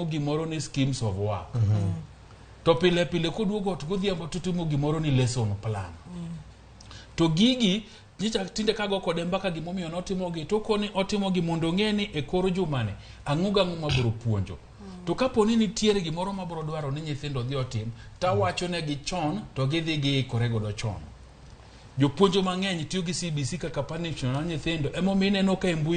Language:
Luo (Kenya and Tanzania)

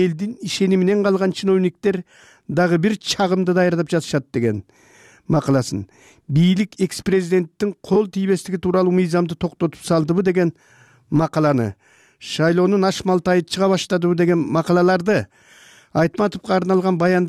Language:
Kyrgyz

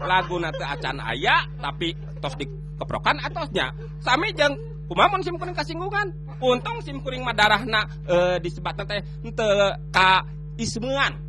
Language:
Sundanese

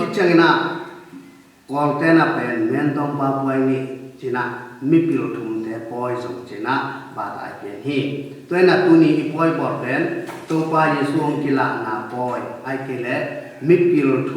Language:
Tedim Chin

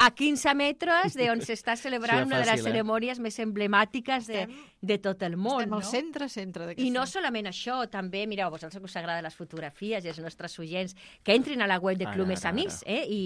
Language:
Catalan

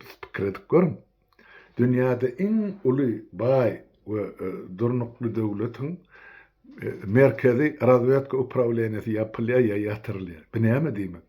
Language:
Turkmen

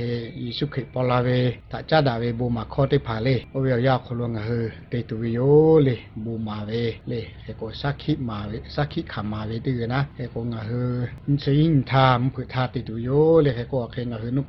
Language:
Lahu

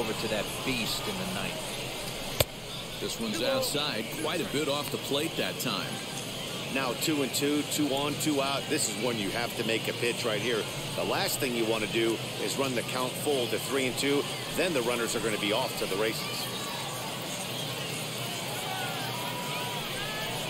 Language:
English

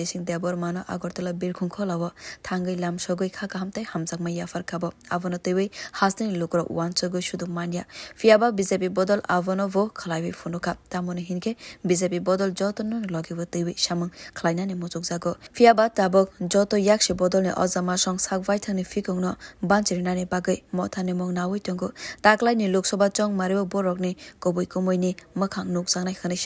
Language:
Kok Borok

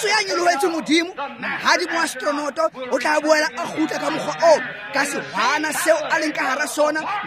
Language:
Tswana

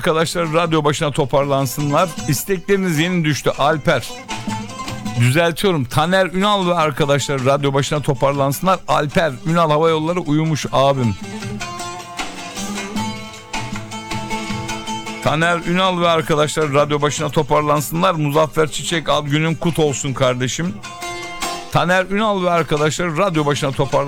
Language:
Turkish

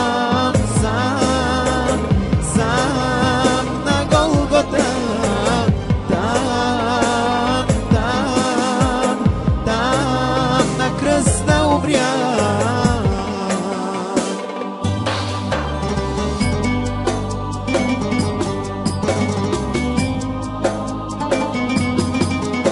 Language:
Bulgarian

